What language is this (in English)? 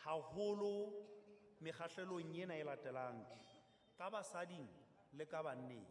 Southern Sotho